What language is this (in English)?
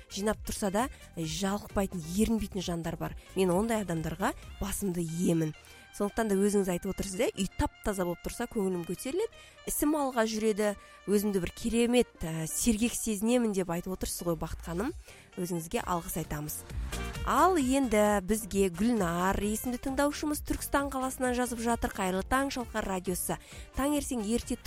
Kazakh